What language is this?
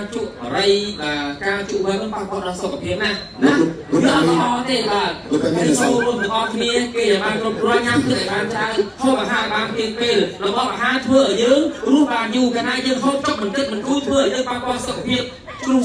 Khmer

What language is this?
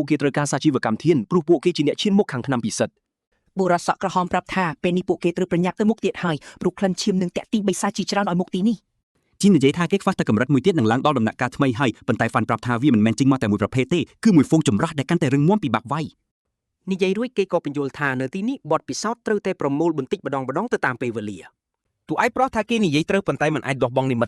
Khmer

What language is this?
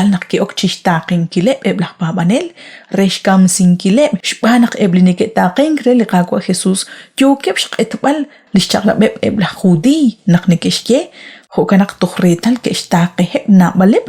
Kekchí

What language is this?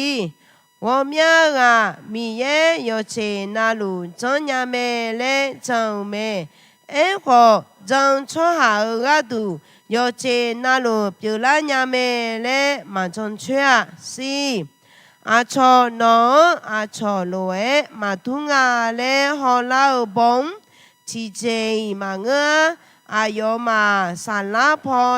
Akha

